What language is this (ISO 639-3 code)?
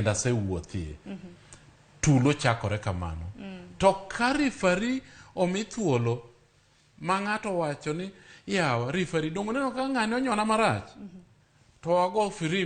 luo